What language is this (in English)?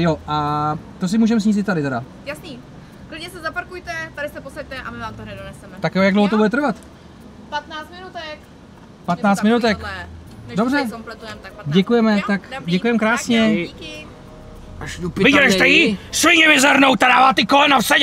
Czech